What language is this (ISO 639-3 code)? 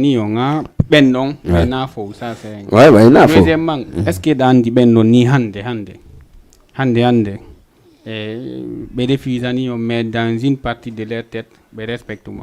ful